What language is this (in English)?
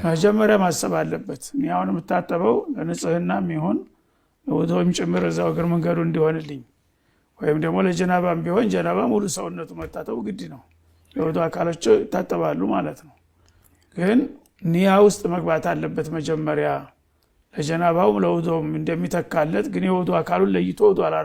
Amharic